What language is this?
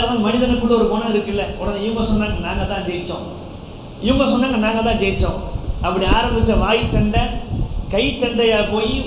Tamil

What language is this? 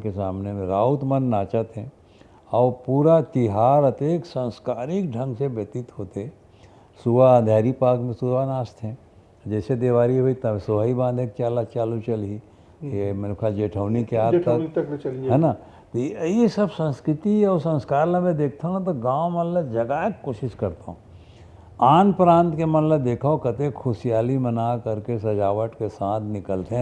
Chhattisgarhi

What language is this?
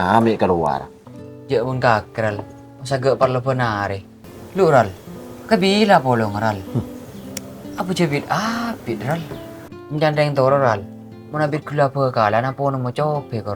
Madurese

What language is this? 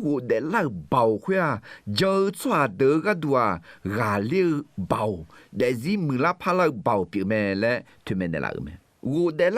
Akha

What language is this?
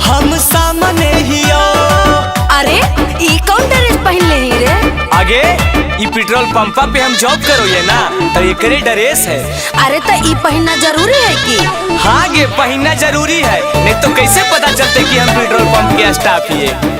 Magahi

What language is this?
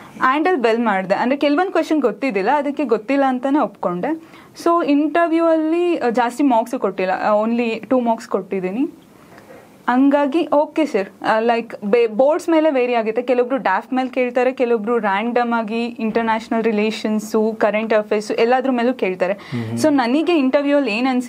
Kannada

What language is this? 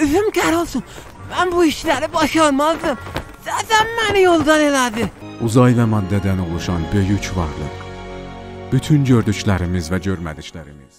South Azerbaijani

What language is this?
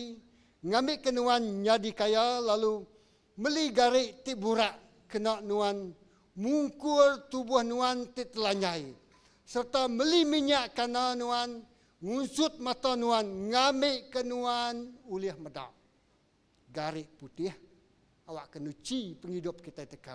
Iban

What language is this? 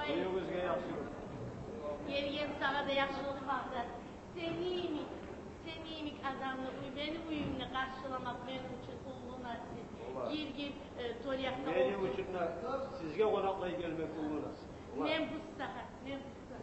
Kumyk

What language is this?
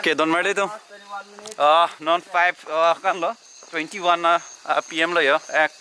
Karbi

